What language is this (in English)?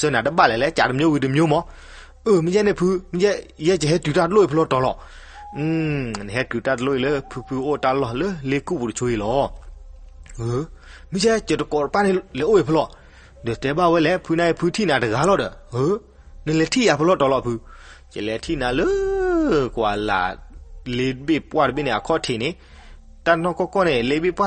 S'gaw Karen